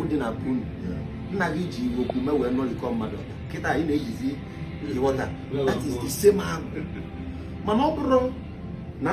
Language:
Igbo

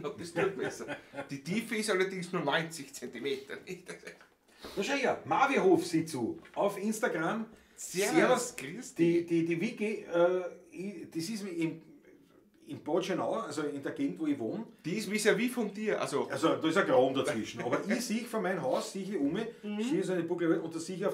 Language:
Bavarian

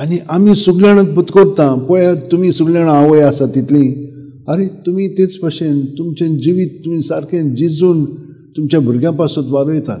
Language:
Konkani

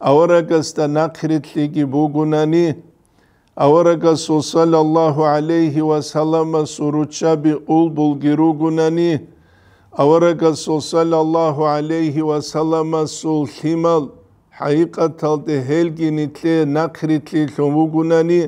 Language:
Avaric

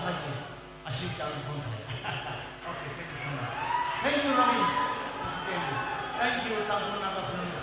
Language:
Tangkhul Naga (India)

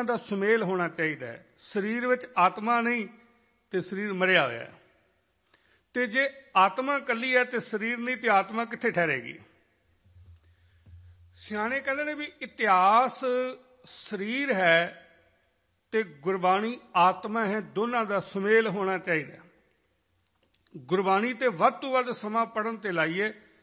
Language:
Punjabi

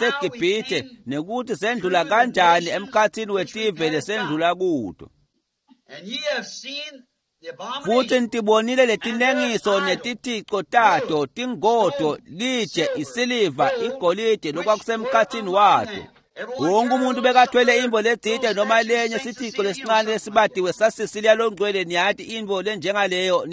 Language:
Swati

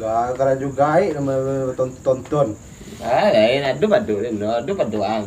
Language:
Minangkabau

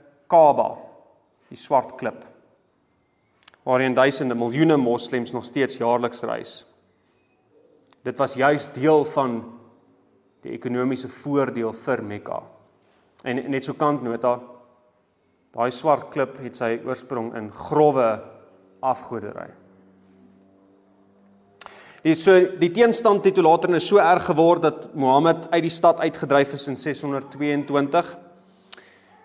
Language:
Afrikaans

